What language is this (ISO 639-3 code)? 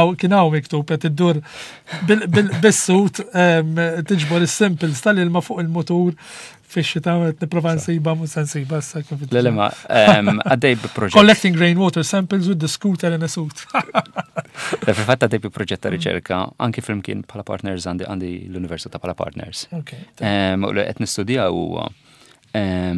mlt